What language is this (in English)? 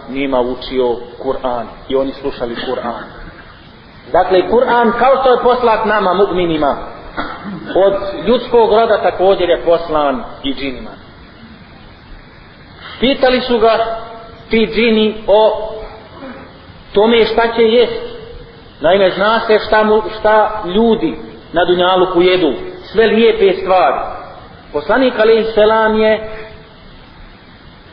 Bosnian